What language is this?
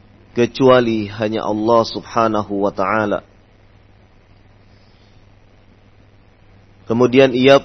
Indonesian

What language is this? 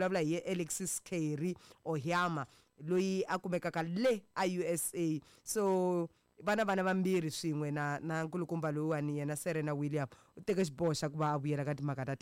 Tsonga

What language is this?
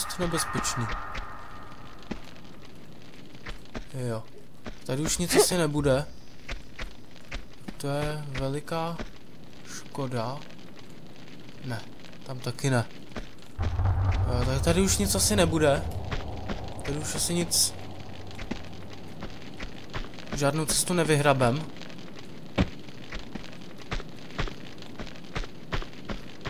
Czech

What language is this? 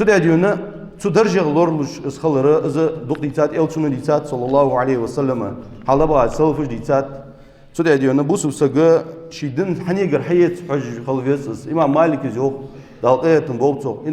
Ingush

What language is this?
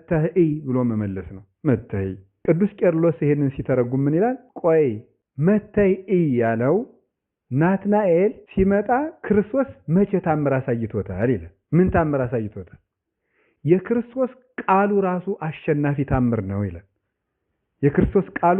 Amharic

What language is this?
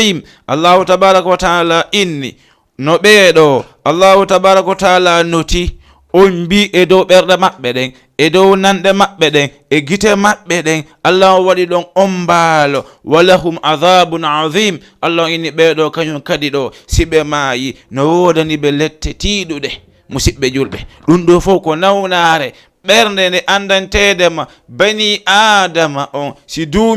Fula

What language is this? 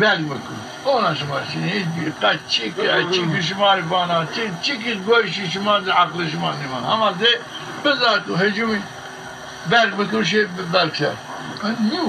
Zaza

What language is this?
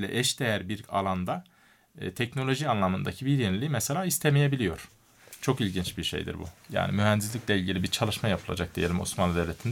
Turkish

